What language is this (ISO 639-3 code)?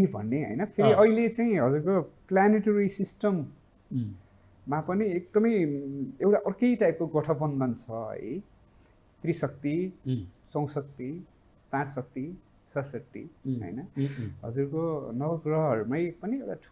nep